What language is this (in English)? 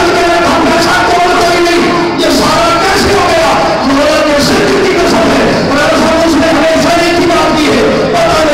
Urdu